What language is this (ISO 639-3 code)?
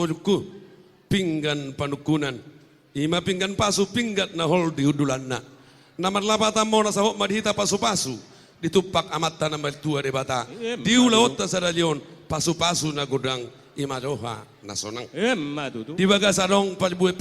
bbc